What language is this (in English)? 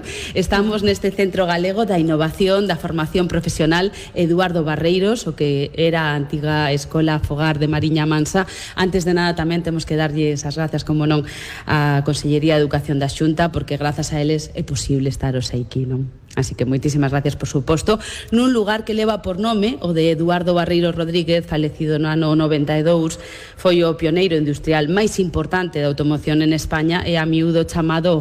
Galician